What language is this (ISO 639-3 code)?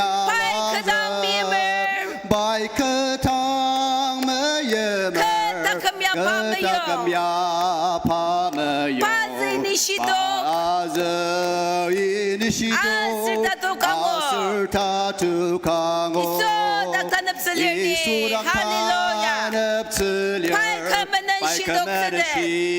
njo